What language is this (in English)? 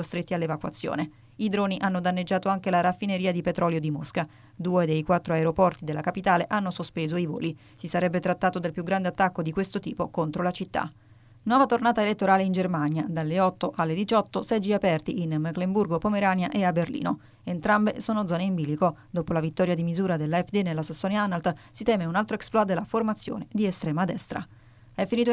Italian